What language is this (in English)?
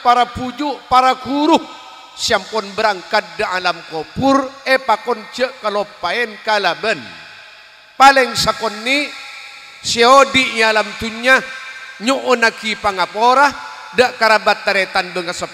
Madurese